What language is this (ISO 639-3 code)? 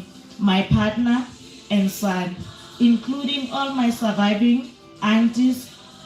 nso